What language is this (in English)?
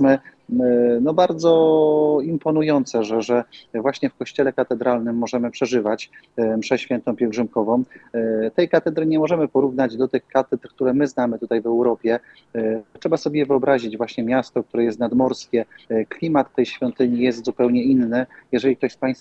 Polish